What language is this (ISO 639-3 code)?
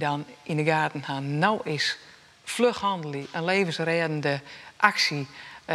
fry